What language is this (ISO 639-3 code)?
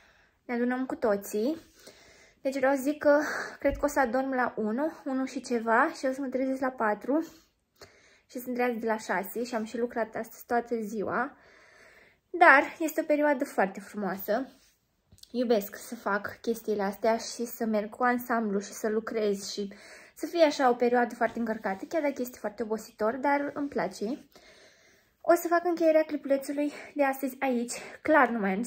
ron